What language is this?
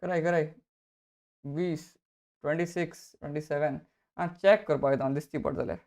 Konkani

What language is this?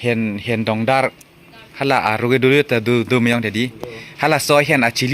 Karbi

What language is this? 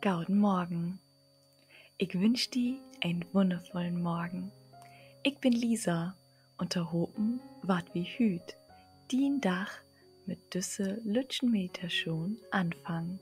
Low German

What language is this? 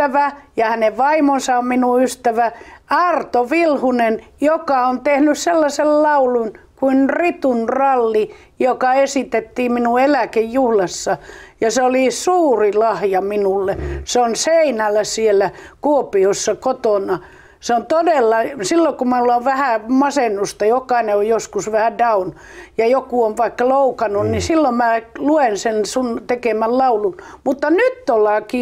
Finnish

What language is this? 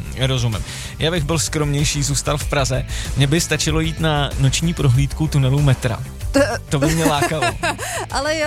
Czech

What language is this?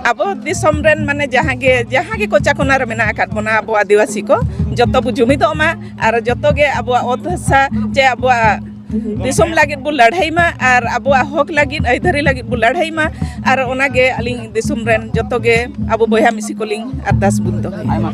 Santali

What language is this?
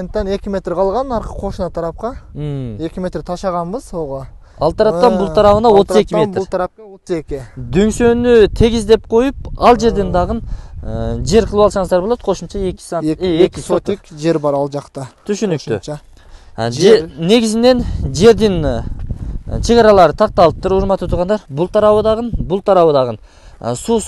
Kyrgyz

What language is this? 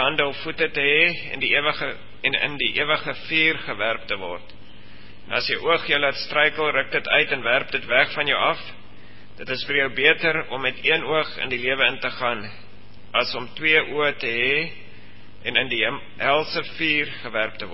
Afrikaans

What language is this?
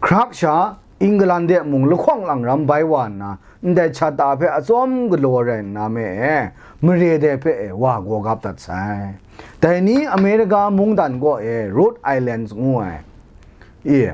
Kachin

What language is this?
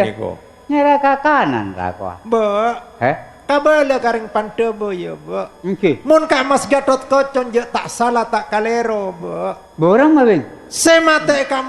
Madurese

